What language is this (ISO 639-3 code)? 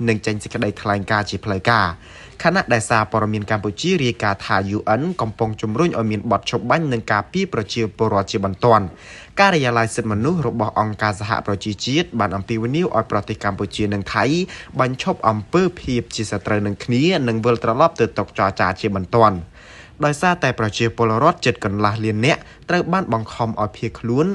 khm